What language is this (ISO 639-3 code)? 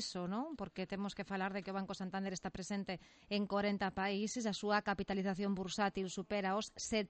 glg